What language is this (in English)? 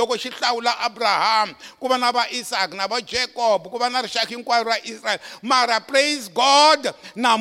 Tsonga